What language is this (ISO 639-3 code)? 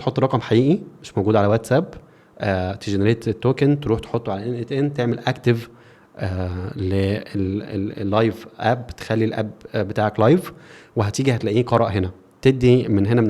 arz